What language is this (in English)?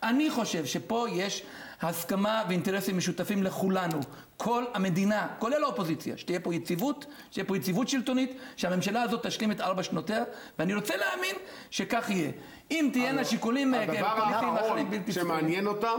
Hebrew